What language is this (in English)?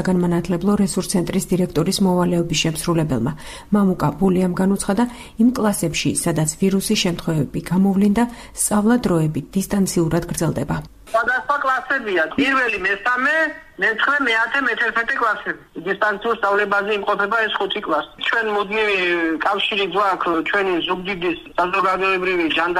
Georgian